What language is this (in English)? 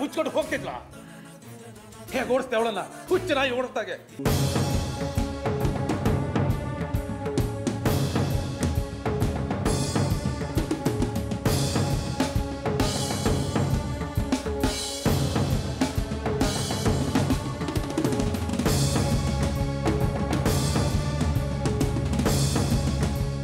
Kannada